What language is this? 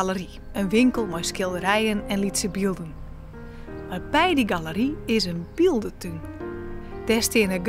Western Frisian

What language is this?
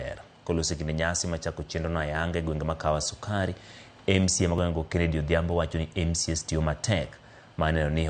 Luo (Kenya and Tanzania)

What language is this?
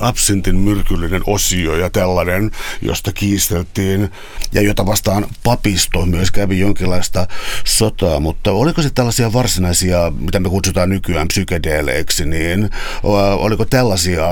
Finnish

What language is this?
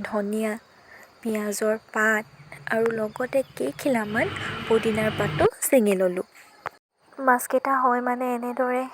Assamese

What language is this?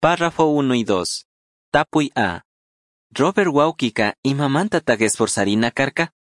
Chimborazo Highland Quichua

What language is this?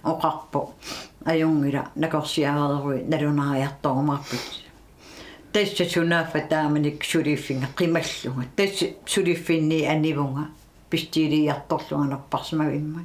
Kalaallisut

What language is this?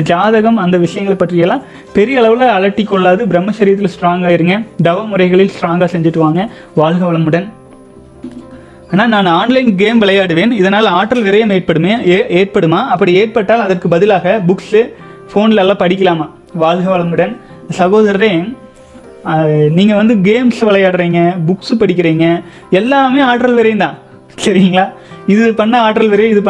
Tamil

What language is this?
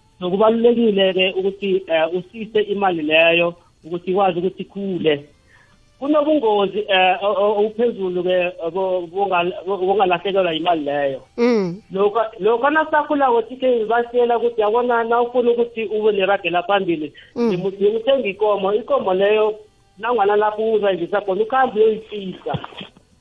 South Ndebele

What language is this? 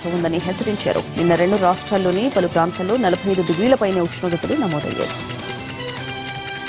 Telugu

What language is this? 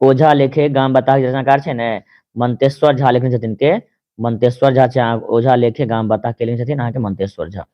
Maithili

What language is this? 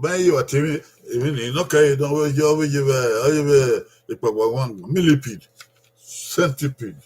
Bini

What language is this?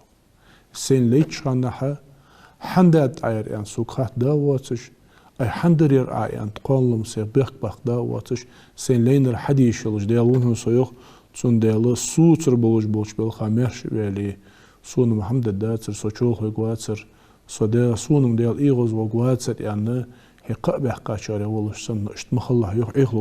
Ingush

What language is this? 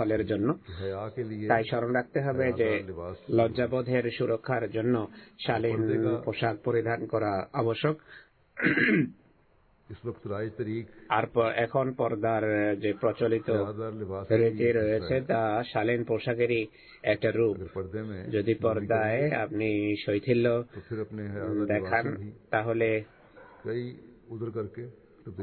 Bangla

